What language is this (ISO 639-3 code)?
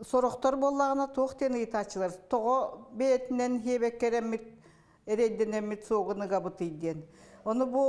sah